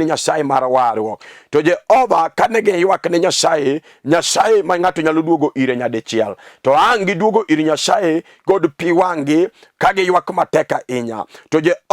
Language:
Luo (Kenya and Tanzania)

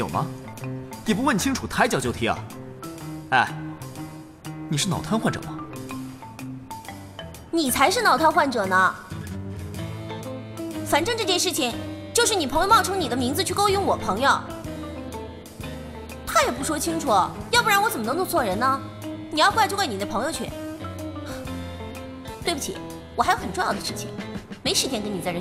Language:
Chinese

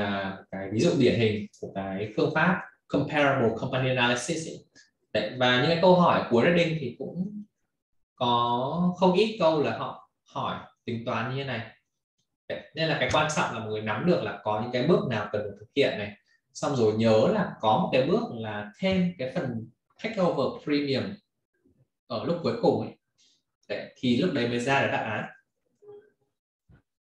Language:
Vietnamese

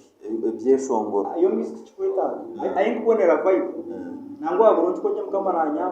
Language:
Nyankole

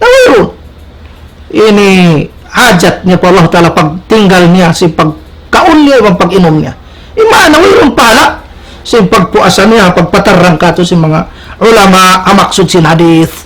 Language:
Tausug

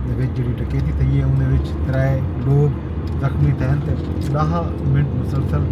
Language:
Saraiki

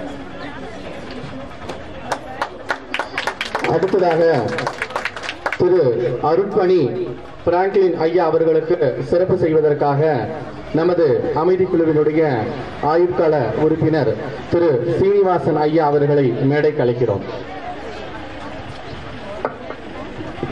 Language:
Tamil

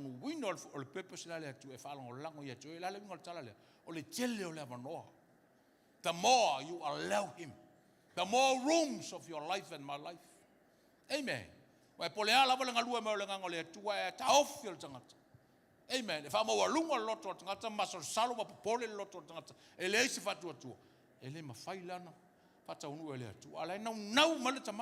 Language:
Samoan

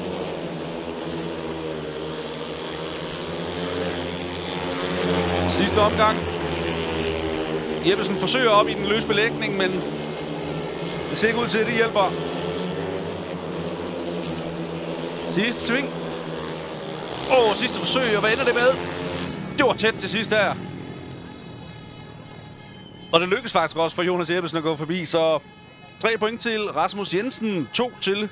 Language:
Danish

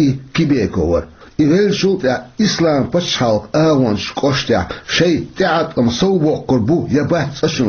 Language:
Chechen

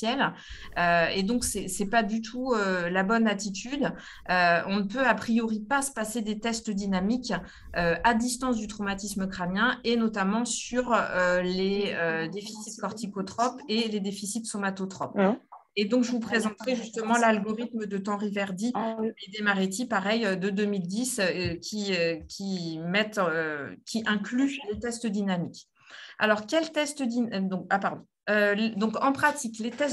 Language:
French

